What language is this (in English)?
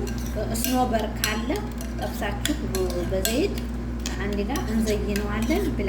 Amharic